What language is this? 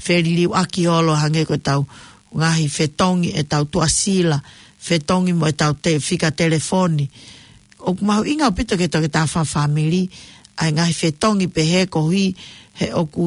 Tongan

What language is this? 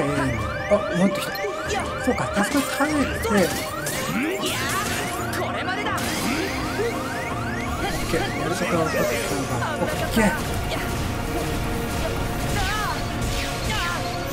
Japanese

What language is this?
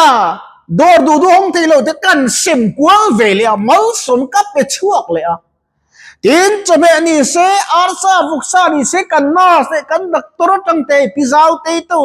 Mizo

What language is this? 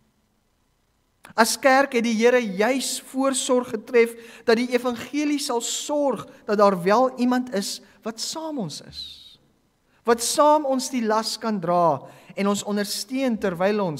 Afrikaans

